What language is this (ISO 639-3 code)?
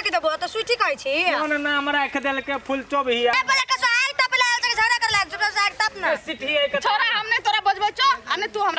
mai